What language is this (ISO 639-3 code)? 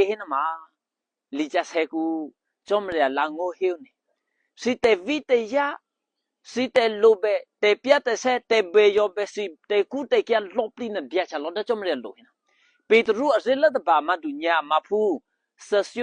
eky